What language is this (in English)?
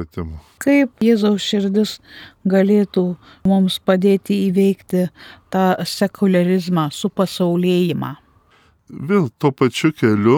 Lithuanian